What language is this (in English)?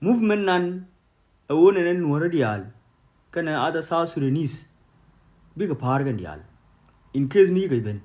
Nuer